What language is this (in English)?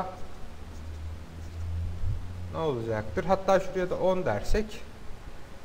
Turkish